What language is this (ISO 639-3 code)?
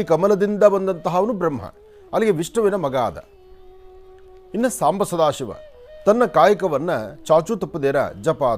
kan